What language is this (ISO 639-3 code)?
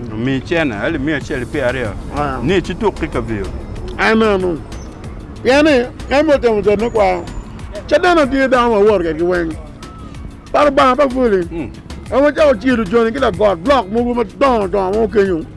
ach